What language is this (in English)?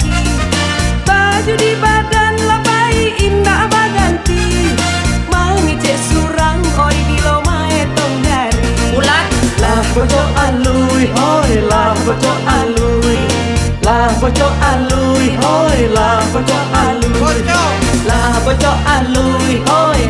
Minangkabau